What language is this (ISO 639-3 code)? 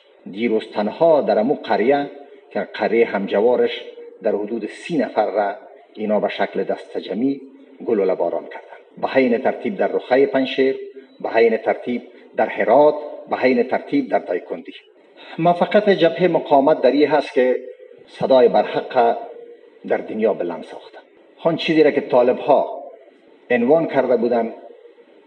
fas